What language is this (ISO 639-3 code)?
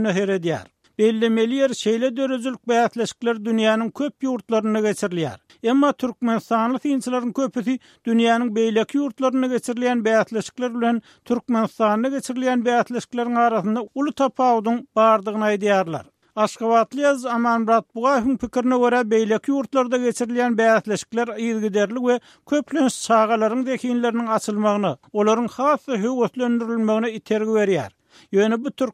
tuk